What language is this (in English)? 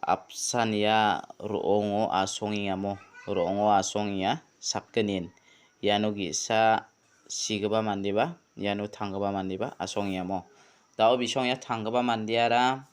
Garo